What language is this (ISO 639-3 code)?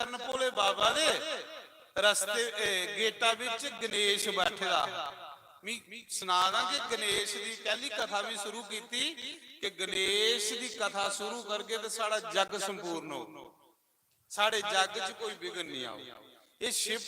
doi